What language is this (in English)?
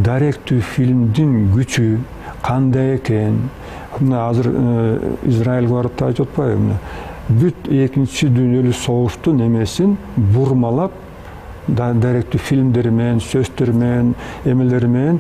Kyrgyz